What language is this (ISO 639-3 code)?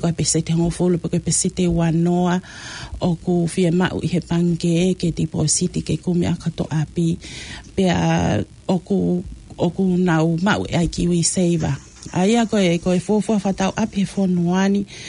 ton